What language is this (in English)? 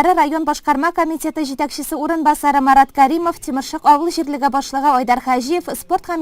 Tatar